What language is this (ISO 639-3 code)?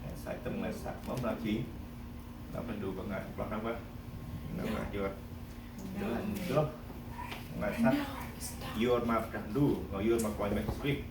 cmo